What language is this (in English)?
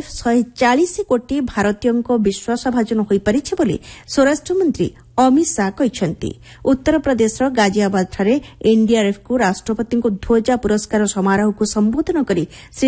Odia